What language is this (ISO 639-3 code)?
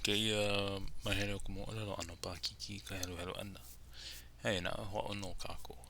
haw